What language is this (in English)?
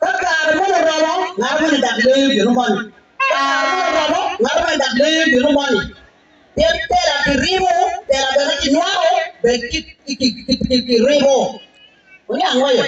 Acoli